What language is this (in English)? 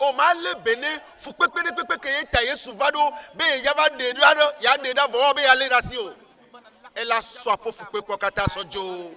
Ewe